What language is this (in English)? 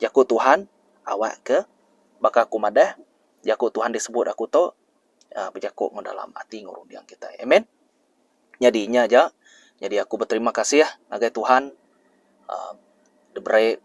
Iban